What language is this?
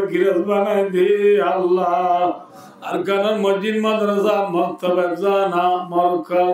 Rohingya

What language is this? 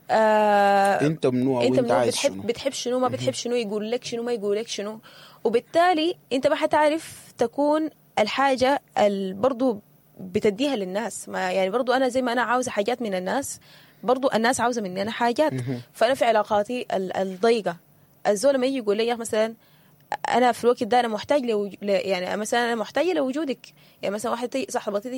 Sudanese Arabic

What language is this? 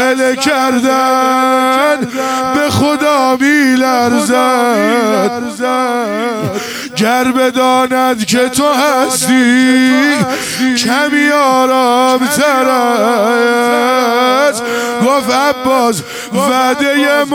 Persian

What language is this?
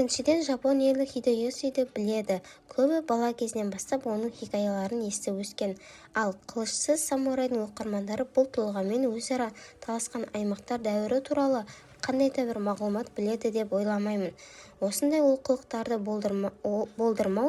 Kazakh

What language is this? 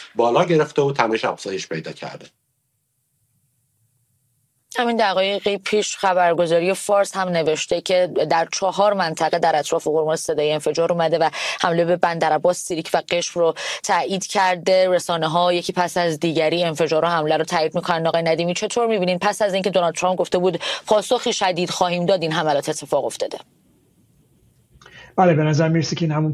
Persian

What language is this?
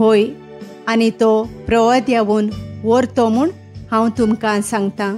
Konkani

